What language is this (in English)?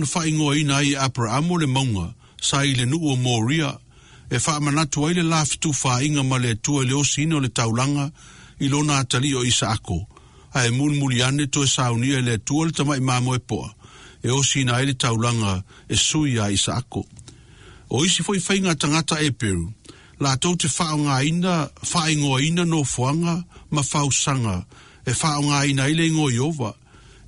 Samoan